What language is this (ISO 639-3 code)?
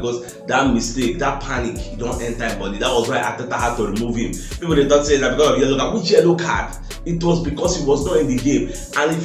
pcm